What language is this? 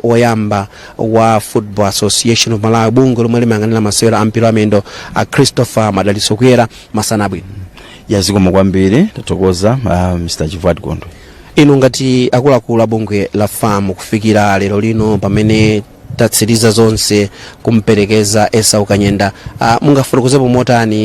Nyanja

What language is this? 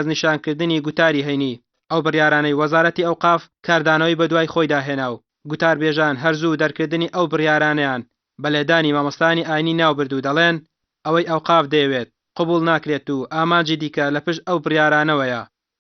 Central Kurdish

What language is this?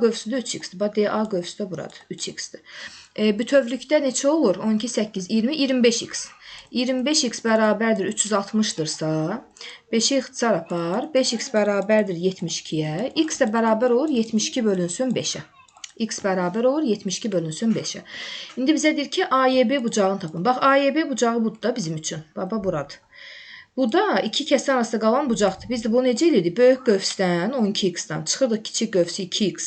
Azerbaijani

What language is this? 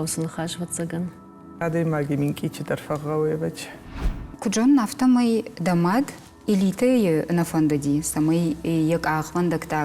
Ossetic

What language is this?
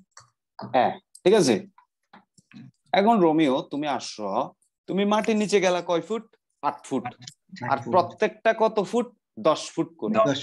Bangla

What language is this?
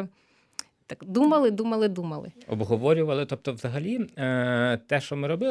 Ukrainian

